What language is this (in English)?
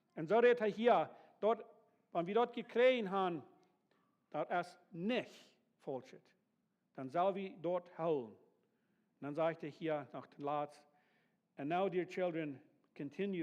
Plautdietsch